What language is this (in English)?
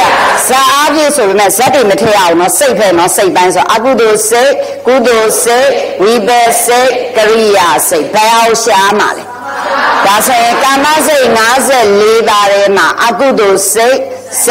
Burmese